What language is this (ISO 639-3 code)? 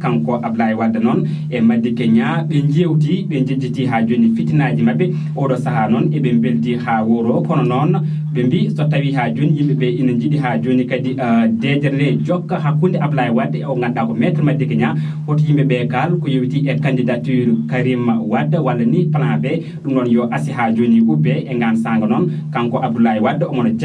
ful